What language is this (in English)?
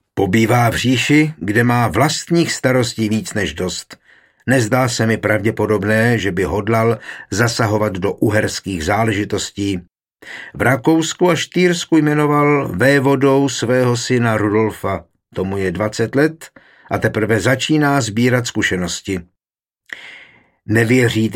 Czech